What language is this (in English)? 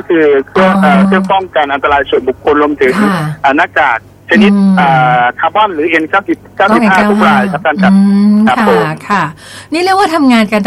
Thai